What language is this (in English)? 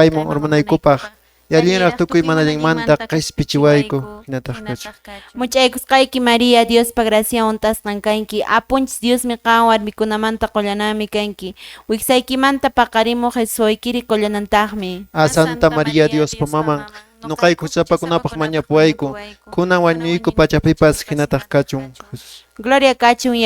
Quechua